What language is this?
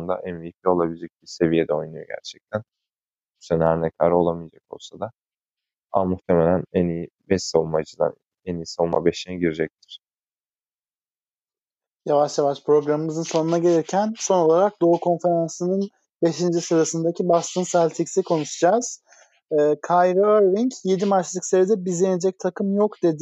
Turkish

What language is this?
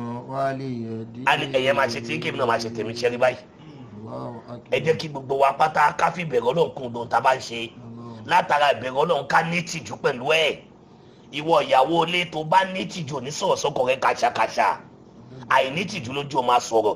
Yoruba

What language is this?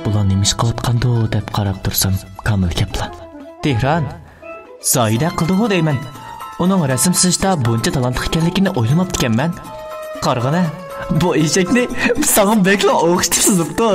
Uyghur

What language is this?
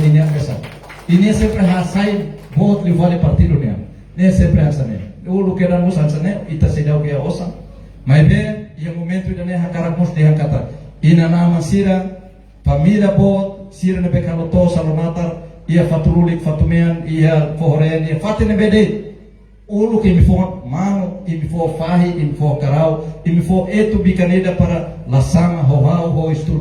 Tetum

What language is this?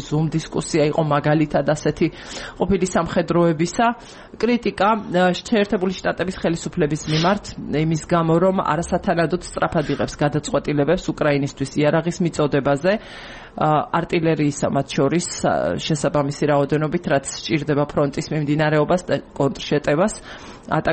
Georgian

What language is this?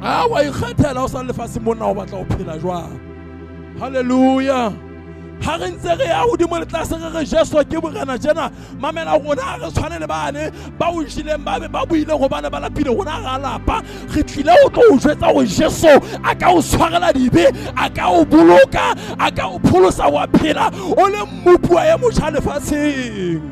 Southern Sotho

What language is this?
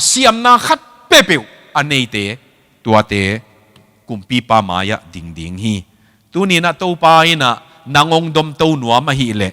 Tedim Chin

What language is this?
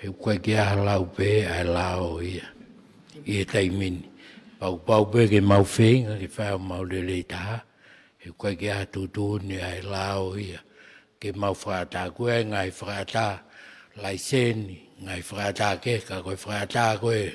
Tongan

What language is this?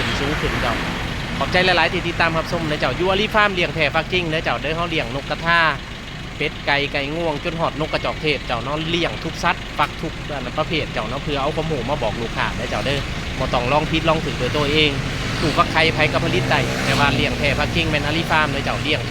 Lao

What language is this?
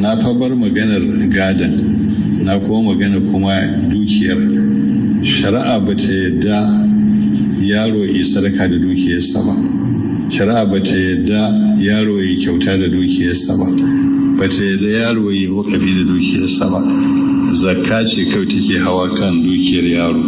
Hausa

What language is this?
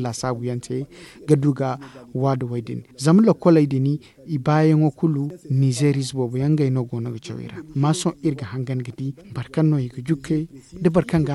Zarma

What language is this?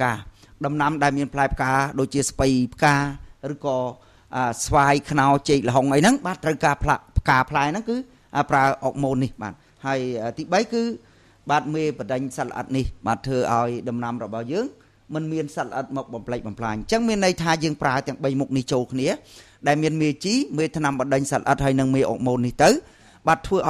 Khmer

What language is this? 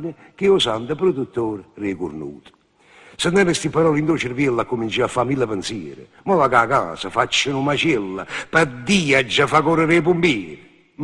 Neapolitan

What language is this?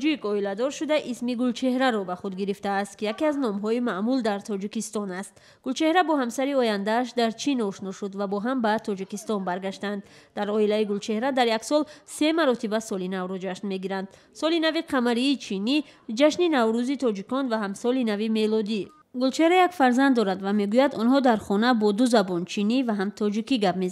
Tajik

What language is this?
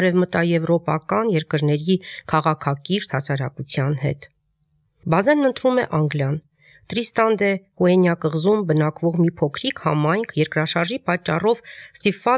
Armenian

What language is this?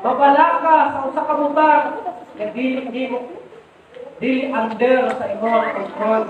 Cebuano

